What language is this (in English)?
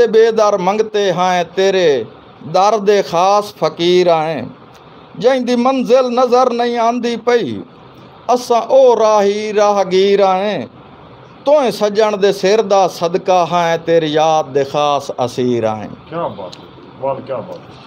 Saraiki